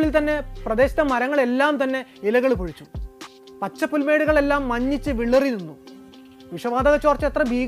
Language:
Malayalam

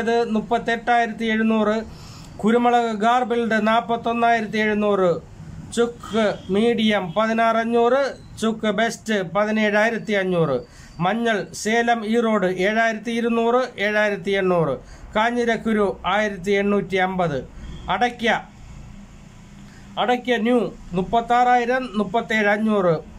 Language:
Malayalam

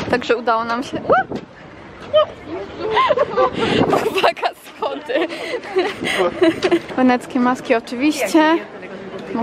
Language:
Polish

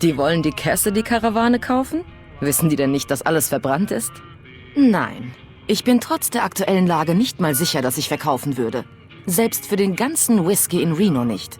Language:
Bavarian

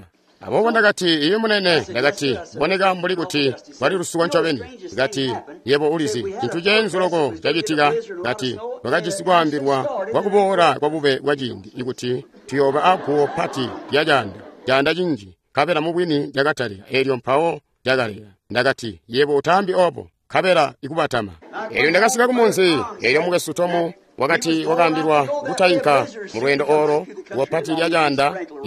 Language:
Tonga (Zambia)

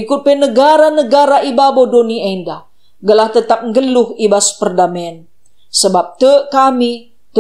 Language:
Batak Karo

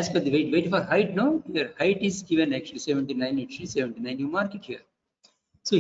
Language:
English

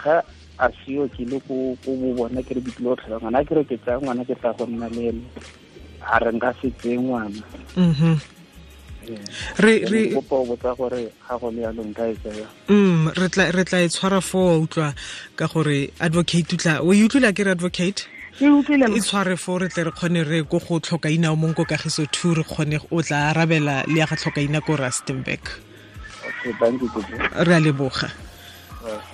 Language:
Tswana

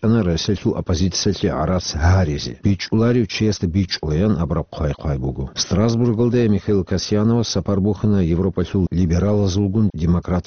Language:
Avaric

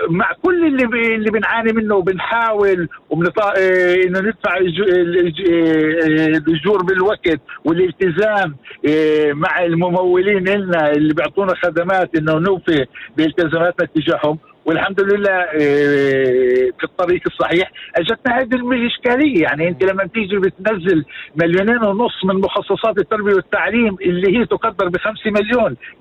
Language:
North Levantine Arabic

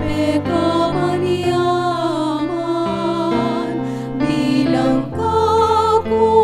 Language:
Pampanga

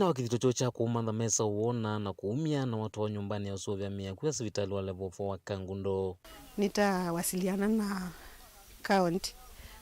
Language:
Kamba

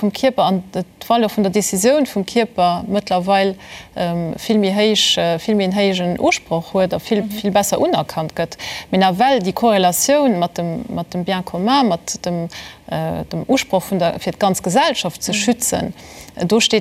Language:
Luxembourgish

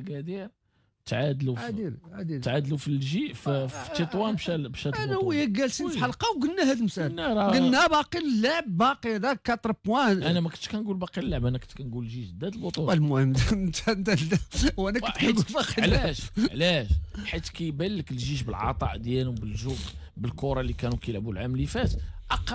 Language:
Moroccan Arabic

